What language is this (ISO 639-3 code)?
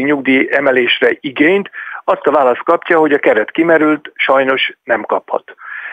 hun